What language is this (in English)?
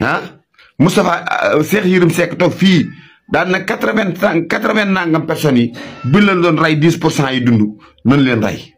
Wolof